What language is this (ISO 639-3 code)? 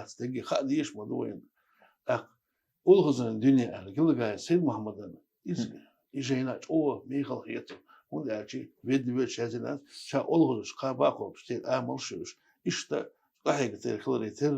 che